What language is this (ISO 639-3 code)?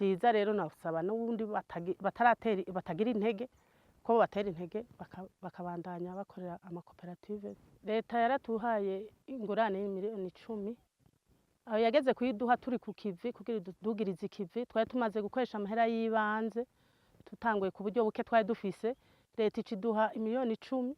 run